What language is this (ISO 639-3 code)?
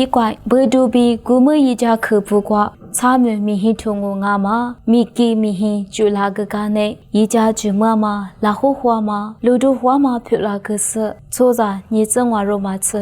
lis